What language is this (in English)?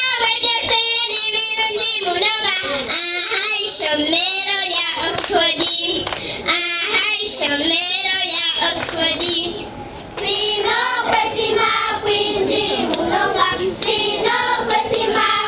Nyankole